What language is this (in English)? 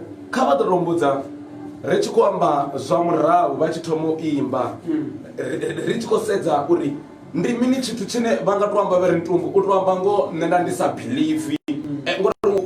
Venda